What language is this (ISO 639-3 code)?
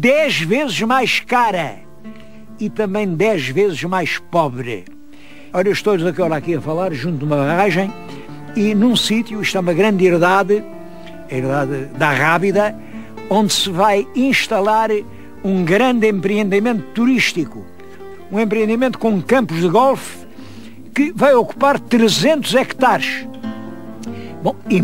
por